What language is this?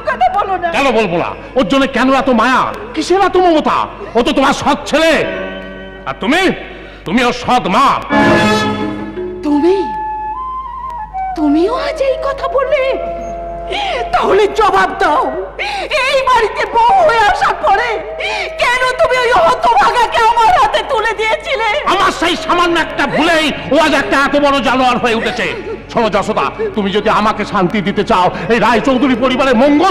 Bangla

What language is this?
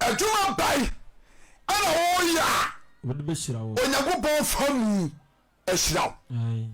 Akan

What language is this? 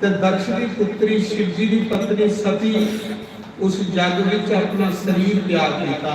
Dogri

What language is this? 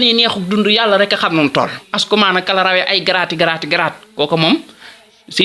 Wolof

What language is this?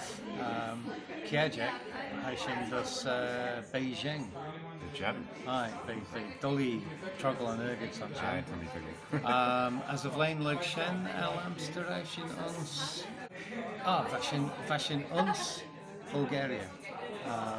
Manx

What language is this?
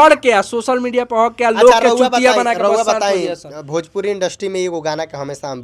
Bhojpuri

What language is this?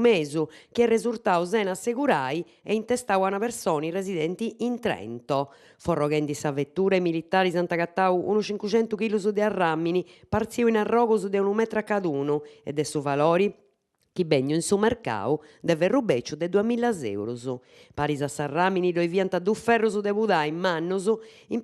Sardinian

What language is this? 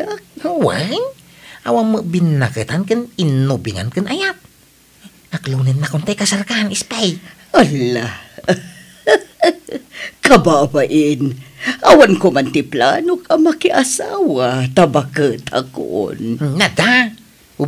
Iloko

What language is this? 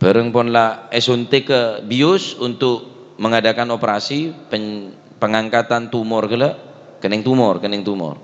Madurese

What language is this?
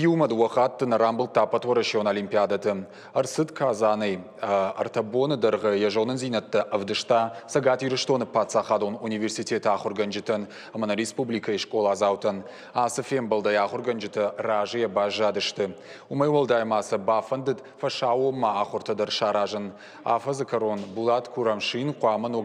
Ossetic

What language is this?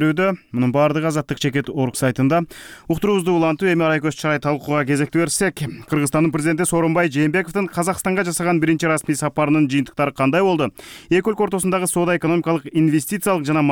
Kyrgyz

